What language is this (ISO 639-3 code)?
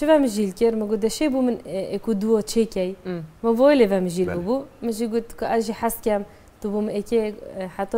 kur